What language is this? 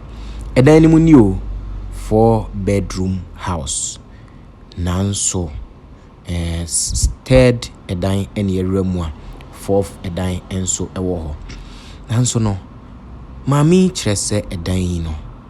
Akan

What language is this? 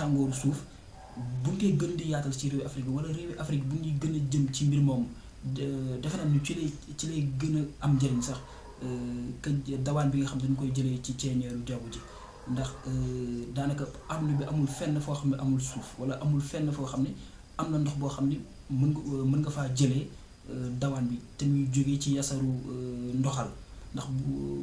Wolof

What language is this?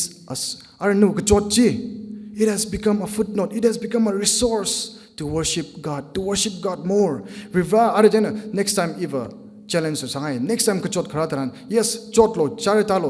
Tangkhul Naga (India)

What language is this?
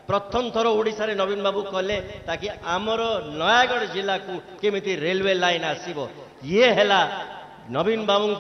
Odia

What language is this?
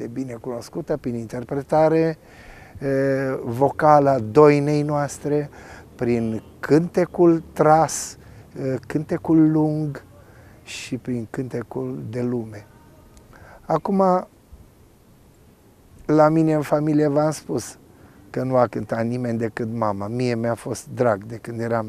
Romanian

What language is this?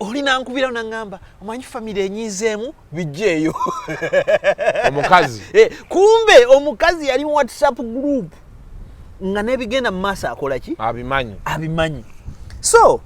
Ganda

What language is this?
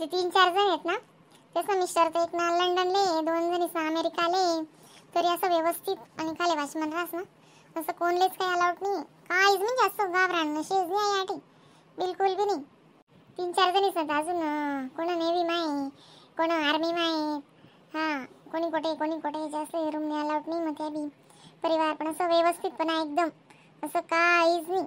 Khandesi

